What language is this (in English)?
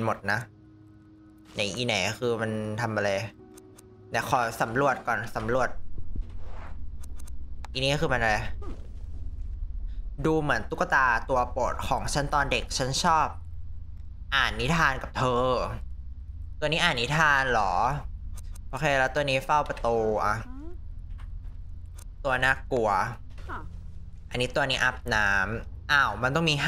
Thai